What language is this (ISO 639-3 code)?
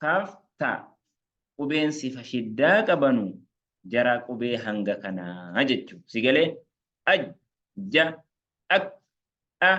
orm